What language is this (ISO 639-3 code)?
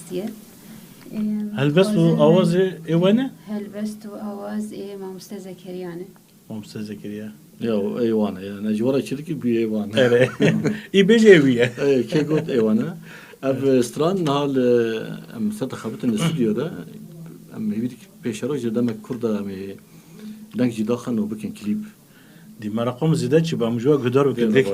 kur